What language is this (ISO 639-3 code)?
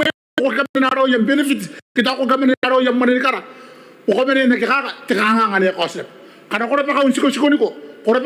gil